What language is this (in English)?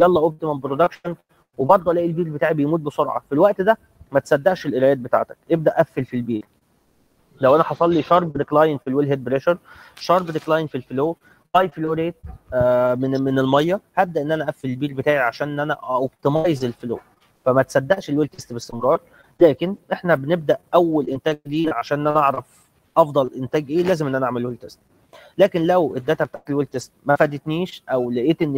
Egyptian Arabic